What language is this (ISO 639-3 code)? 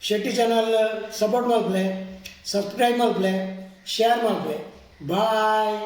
tcy